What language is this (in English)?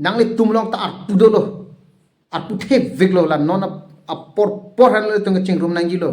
Karbi